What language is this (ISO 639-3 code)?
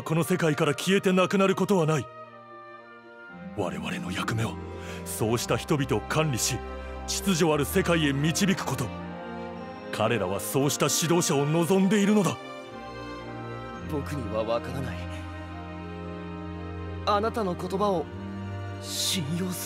jpn